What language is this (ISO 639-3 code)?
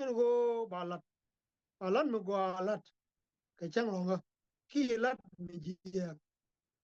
nus